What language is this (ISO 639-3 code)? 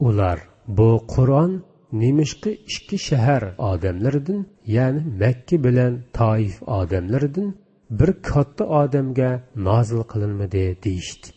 uig